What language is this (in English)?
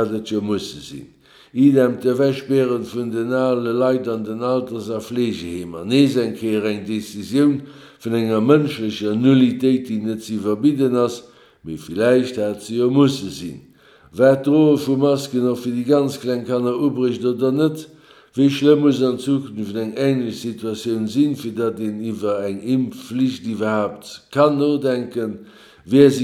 Luxembourgish